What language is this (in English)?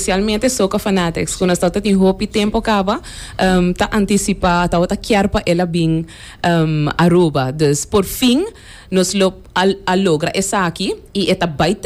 Papiamento